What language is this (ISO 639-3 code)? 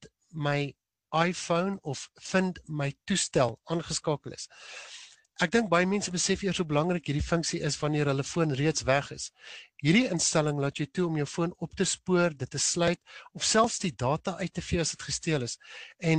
afr